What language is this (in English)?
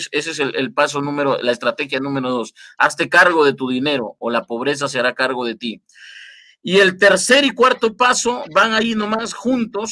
Spanish